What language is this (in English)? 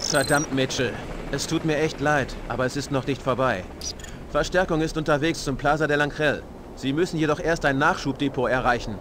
Bavarian